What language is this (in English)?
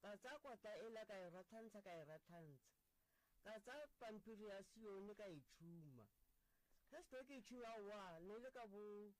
Northern Sotho